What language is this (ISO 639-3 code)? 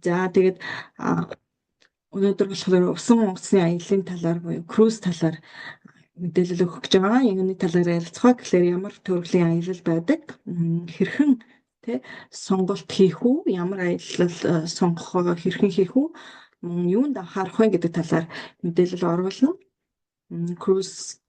mon